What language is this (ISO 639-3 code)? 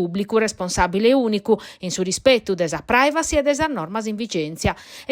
srd